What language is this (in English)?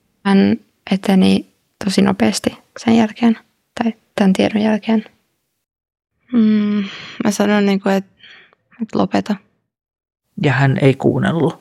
Finnish